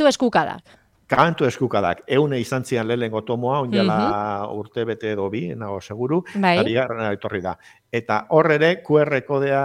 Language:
Basque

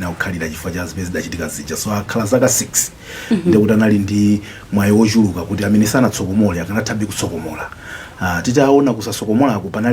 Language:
Nyanja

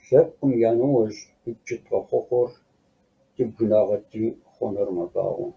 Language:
Kabardian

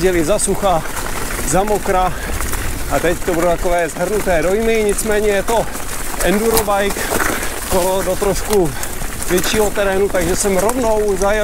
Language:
Czech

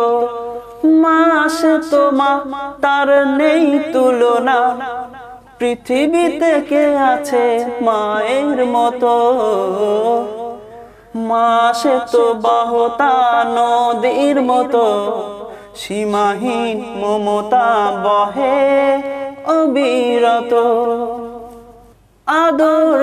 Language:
Bangla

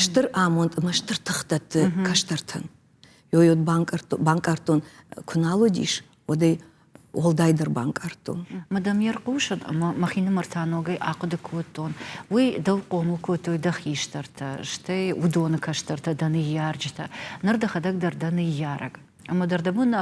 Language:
Ossetic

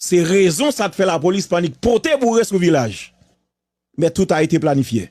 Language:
Haitian Creole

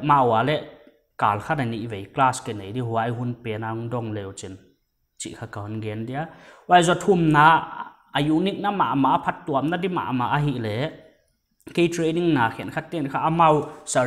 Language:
Paite Chin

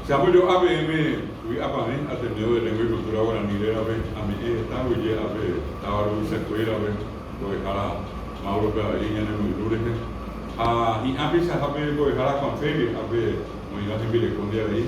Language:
Guarani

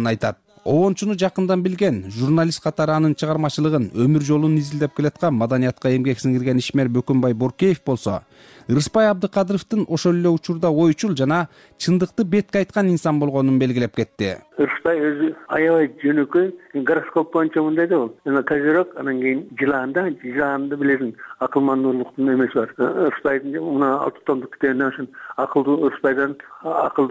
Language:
Kyrgyz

